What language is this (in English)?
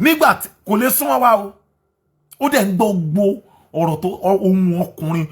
Yoruba